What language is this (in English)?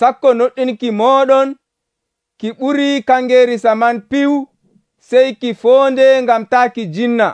Nigerian Fulfulde